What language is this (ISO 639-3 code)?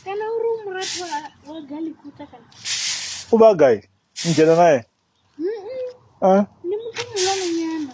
ven